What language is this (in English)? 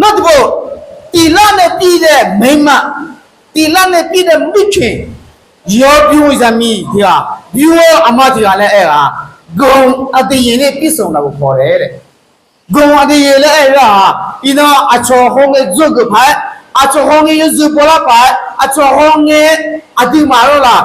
Akha